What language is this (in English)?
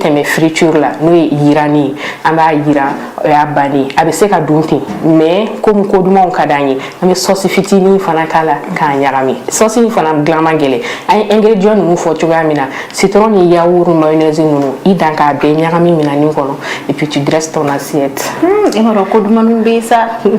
Bambara